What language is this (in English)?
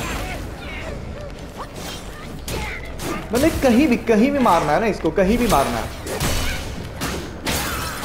Hindi